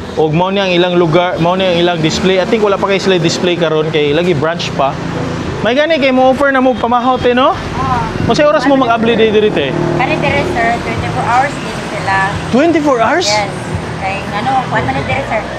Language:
Cebuano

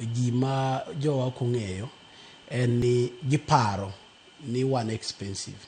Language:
Luo (Kenya and Tanzania)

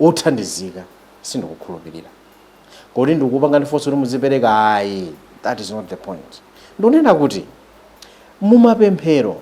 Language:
Nyanja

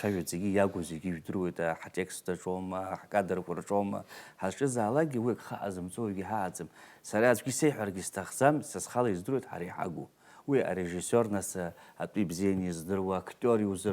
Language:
Abkhazian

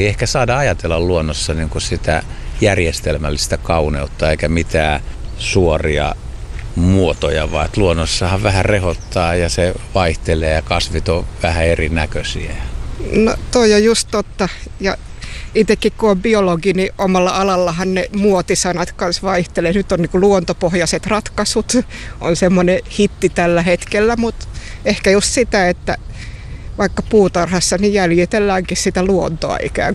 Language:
Finnish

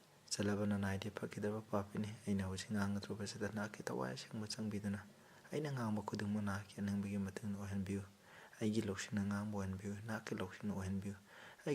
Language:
Manipuri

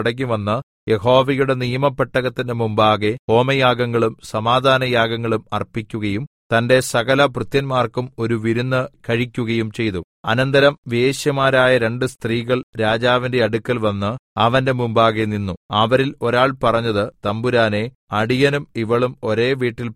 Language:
Malayalam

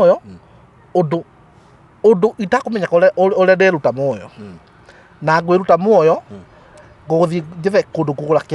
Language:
Kikuyu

